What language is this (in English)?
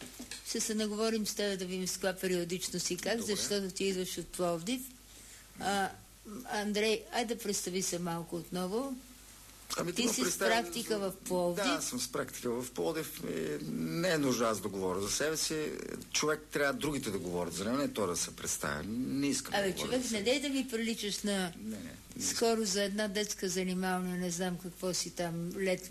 Bulgarian